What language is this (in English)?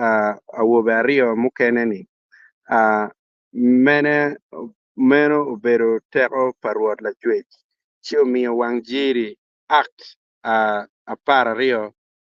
Acoli